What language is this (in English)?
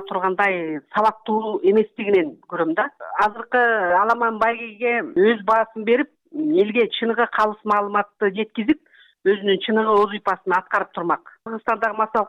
Kyrgyz